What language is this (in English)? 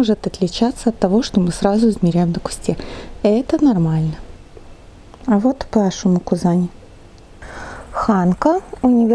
Russian